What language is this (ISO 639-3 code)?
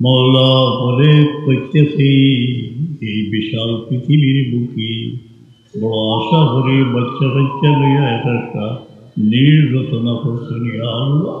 syl